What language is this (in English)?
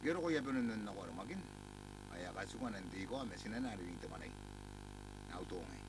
Gilbertese